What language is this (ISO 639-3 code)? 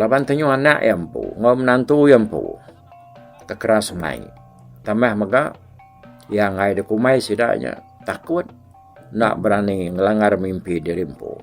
iba